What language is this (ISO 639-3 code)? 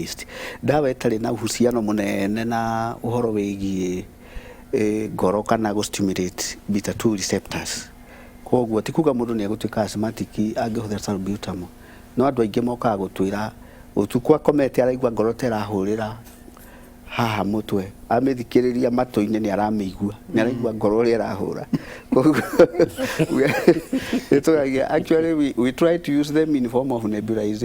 kik